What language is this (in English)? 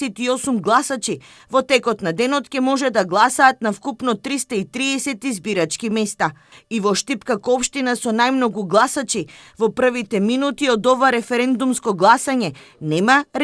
Macedonian